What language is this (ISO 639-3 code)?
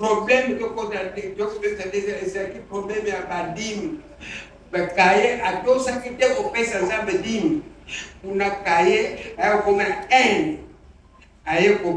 lin